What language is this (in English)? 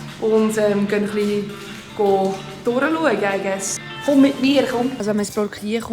Swiss German